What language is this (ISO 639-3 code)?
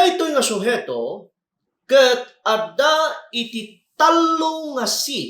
ilo